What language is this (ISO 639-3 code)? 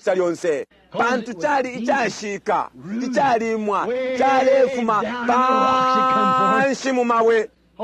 bem